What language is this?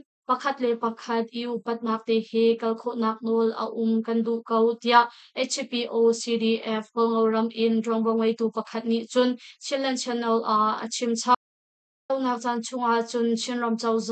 Hakha Chin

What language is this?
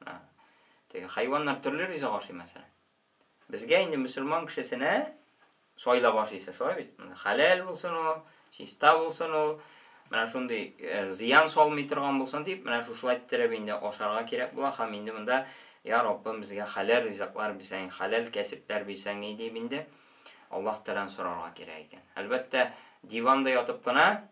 Tatar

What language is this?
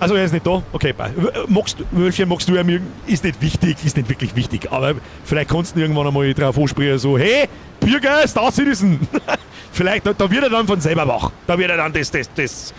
Bavarian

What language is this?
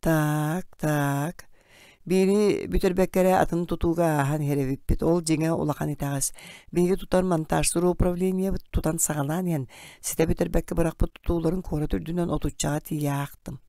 Yakut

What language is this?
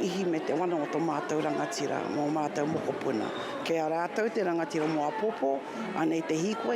Māori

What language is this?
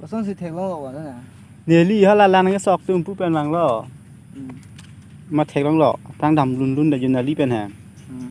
Karbi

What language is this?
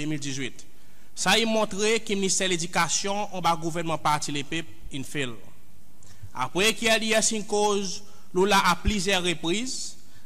Seselwa Creole French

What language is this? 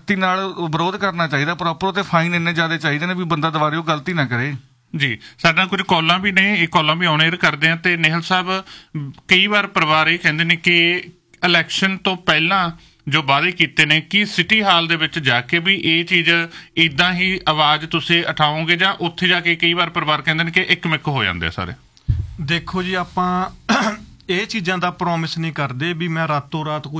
Punjabi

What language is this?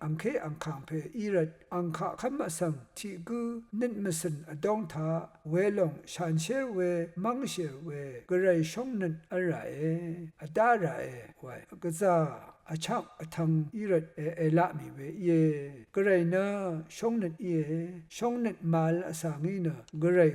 Rawang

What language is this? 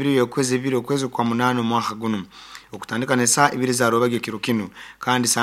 Nyoro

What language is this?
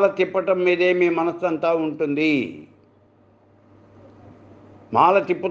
Telugu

